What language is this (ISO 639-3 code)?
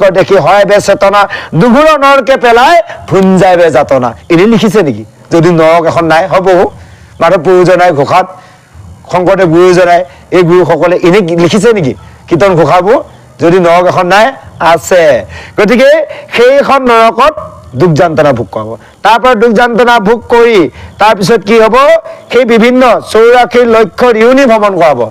asm